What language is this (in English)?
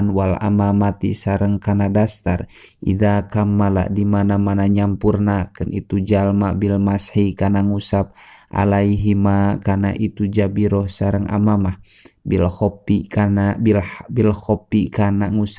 Sundanese